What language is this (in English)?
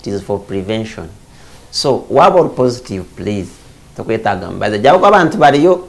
Nyankole